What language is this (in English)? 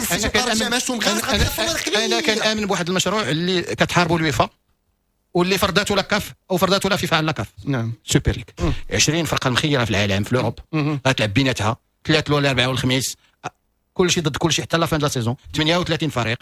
Moroccan Arabic